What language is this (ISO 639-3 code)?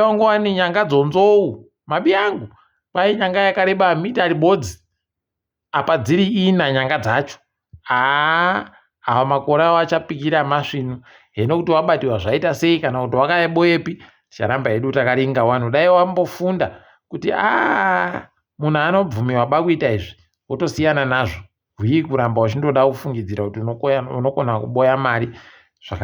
ndc